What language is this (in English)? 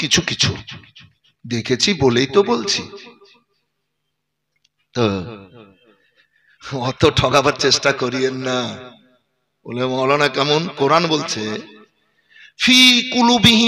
Bangla